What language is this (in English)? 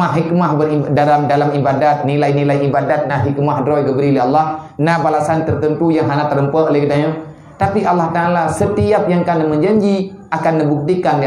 Achinese